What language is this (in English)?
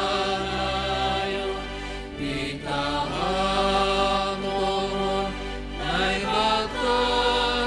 Batak Simalungun